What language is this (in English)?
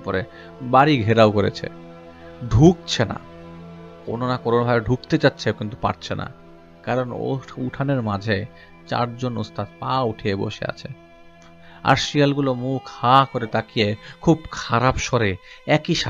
Bangla